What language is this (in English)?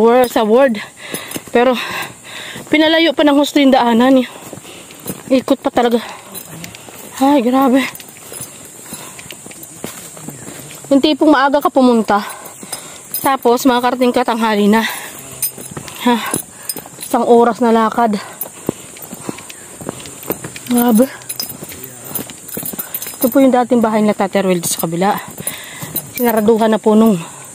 Filipino